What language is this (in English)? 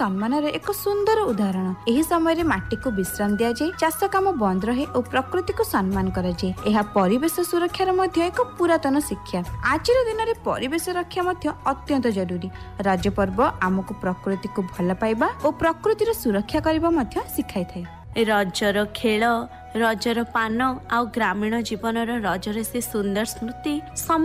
Odia